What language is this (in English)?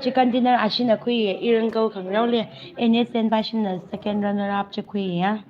Tangkhul Naga (India)